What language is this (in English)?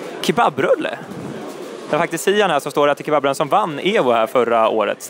Swedish